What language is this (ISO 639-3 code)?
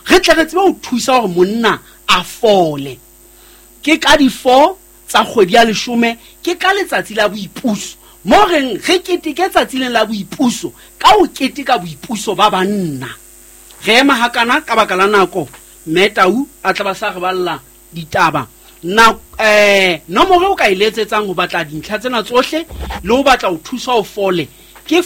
sot